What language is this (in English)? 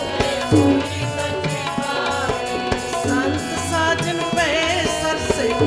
Punjabi